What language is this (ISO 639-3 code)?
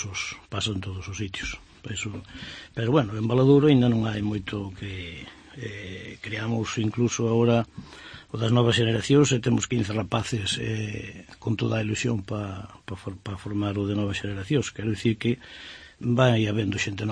glg